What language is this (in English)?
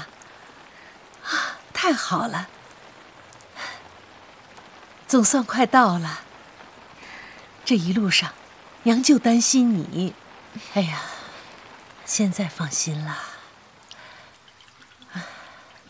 Chinese